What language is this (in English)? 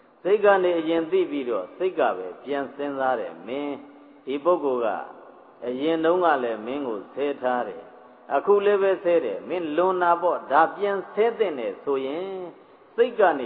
Burmese